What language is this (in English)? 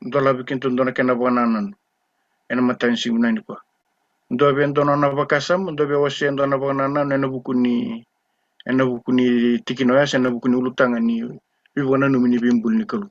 Fijian